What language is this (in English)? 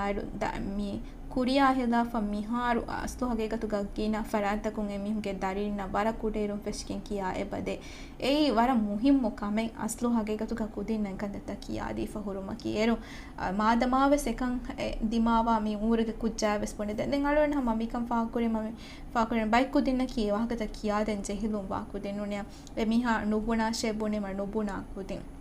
Divehi